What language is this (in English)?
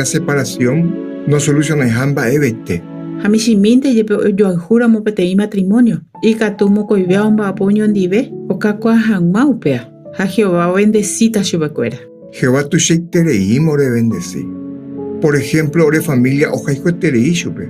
Guarani